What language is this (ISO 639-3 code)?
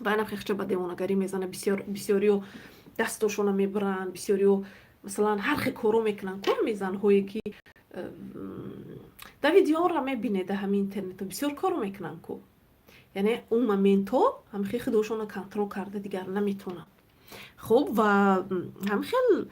tgk